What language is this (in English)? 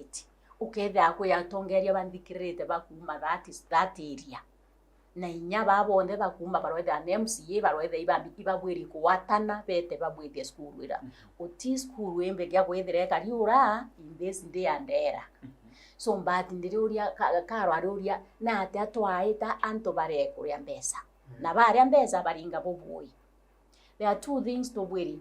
Meru